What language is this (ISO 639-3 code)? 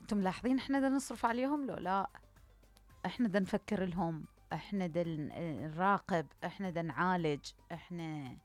acm